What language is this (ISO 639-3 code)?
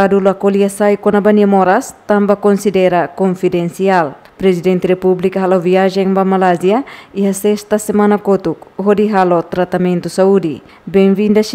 tet